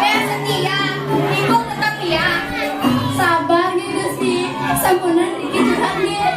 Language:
Balinese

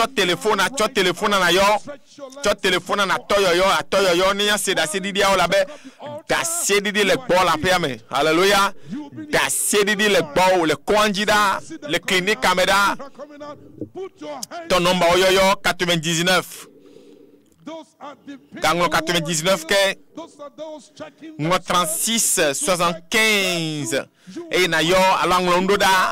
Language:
Ewe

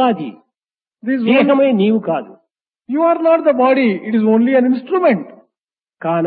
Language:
Telugu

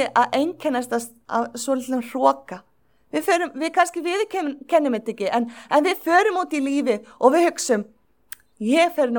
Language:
Icelandic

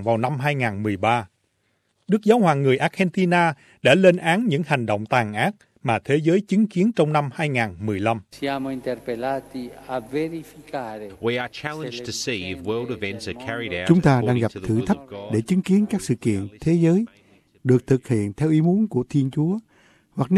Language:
Vietnamese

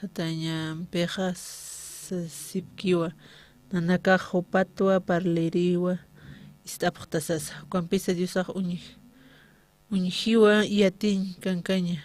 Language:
Aymara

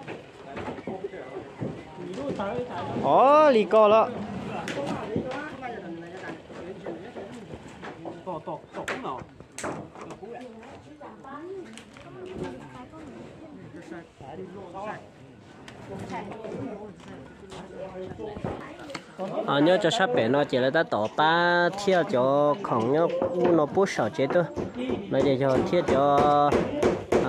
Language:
Vietnamese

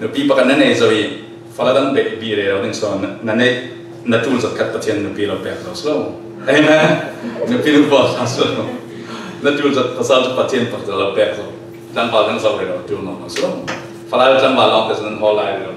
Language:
Falam Chin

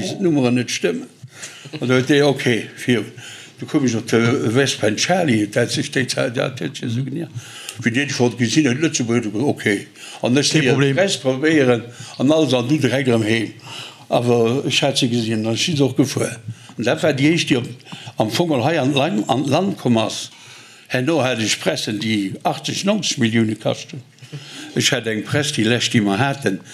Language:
Luxembourgish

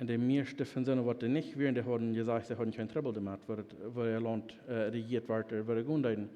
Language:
Plautdietsch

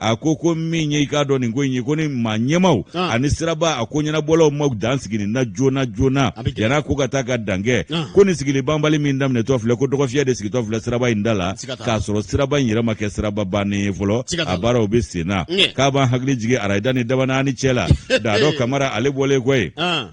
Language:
Bambara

